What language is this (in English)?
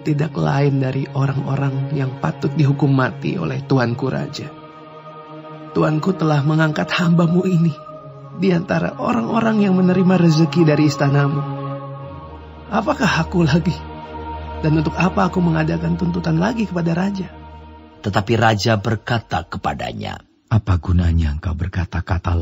Indonesian